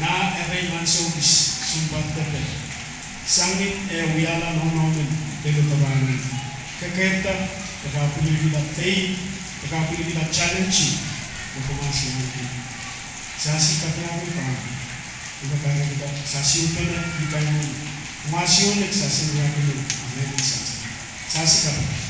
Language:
Pohnpeian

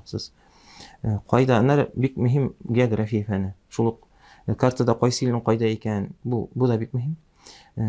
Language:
Tatar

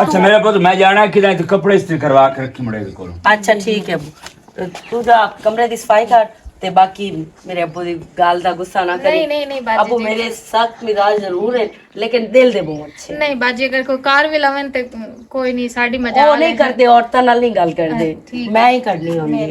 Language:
Western Panjabi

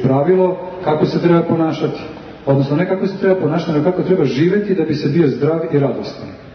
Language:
Serbian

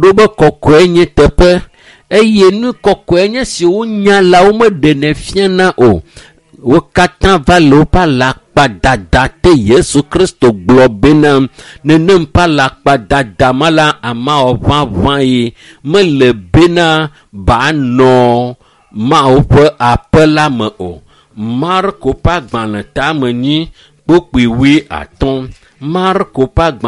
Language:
Ewe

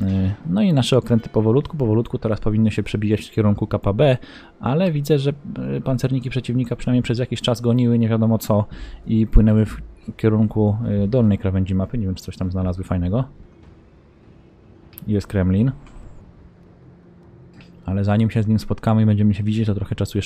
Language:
Polish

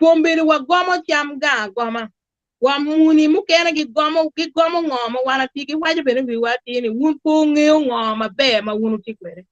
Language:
Acoli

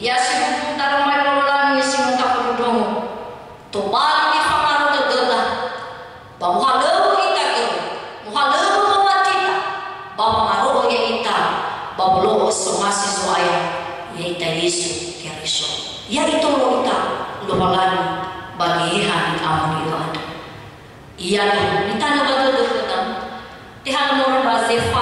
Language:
Nias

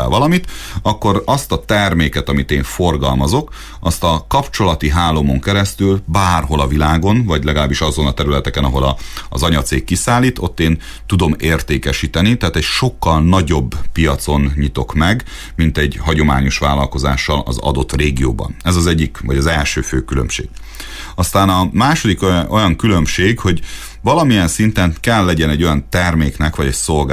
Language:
Hungarian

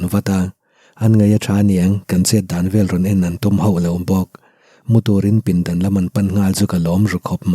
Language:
Mizo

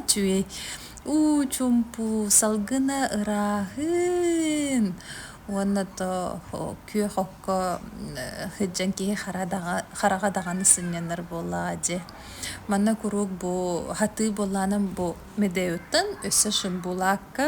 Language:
Yakut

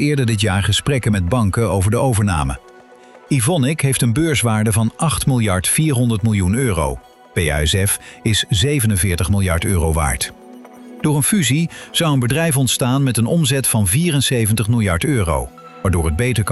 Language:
Dutch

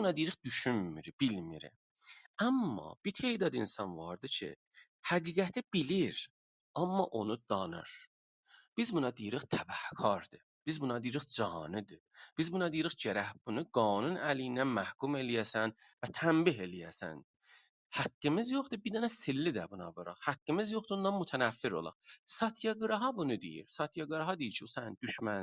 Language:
South Azerbaijani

